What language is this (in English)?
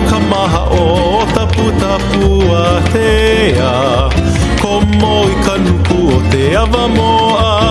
Hawaiian